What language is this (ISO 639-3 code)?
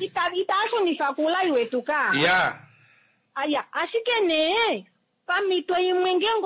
kua